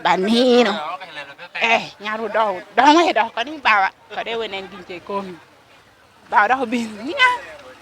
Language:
Lango (Uganda)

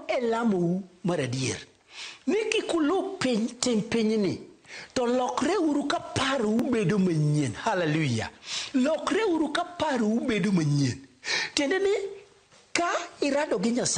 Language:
Luo (Kenya and Tanzania)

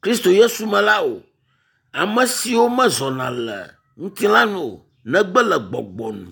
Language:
Ewe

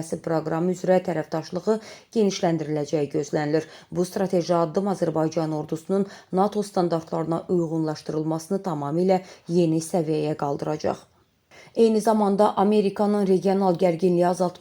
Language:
Azerbaijani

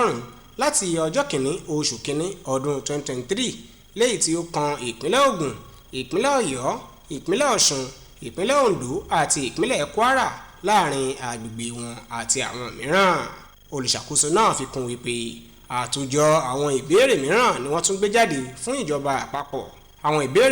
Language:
Yoruba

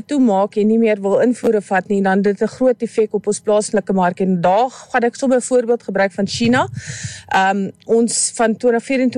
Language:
Afrikaans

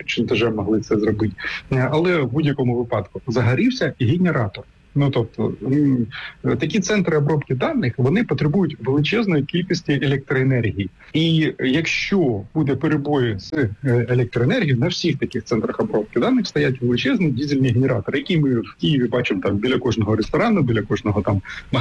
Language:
Ukrainian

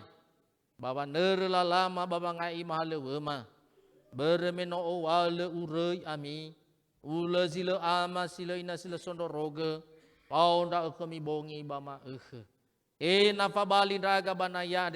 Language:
Nias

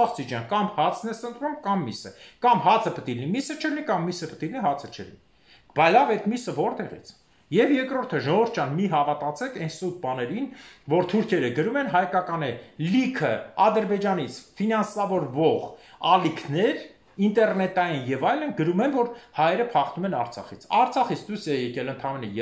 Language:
Armenian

